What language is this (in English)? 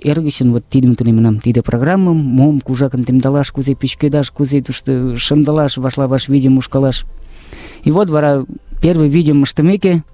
Mari